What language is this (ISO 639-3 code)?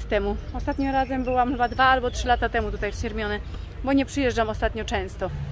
pol